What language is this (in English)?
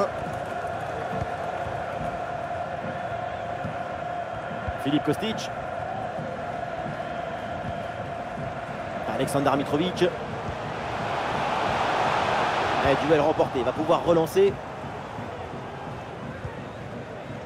French